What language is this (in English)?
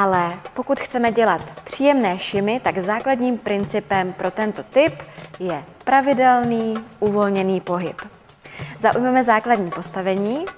Czech